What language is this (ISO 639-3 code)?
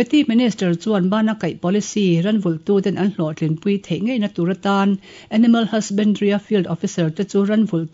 lus